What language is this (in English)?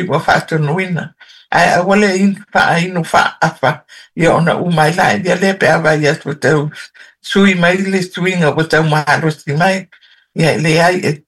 Samoan